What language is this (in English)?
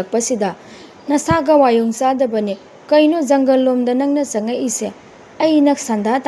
Manipuri